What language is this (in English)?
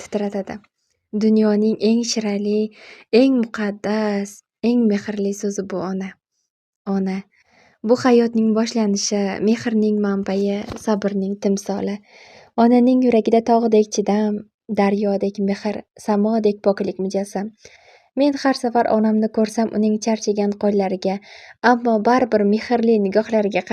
Uzbek